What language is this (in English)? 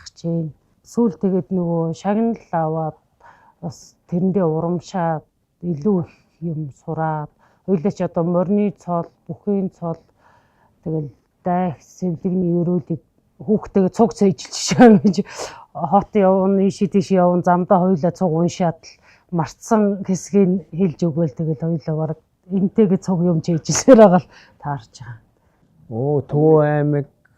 Mongolian